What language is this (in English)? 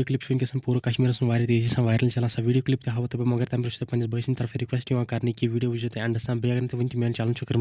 Kashmiri